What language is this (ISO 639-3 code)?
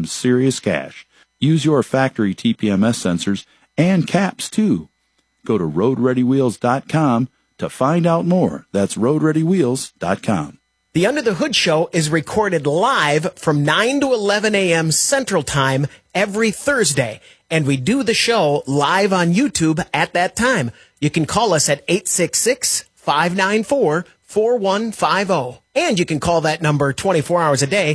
eng